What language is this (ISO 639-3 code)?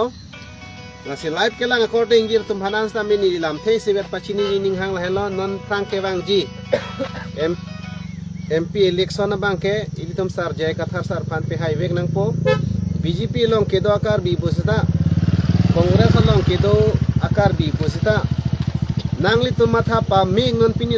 mjw